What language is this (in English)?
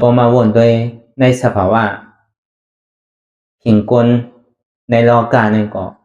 Shan